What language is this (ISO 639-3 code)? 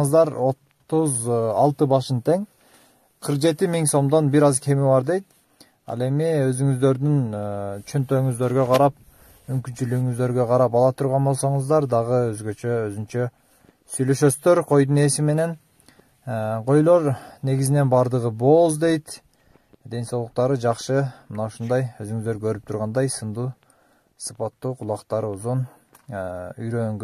kir